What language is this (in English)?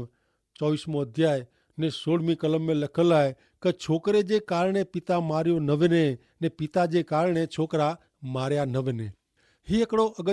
Kachhi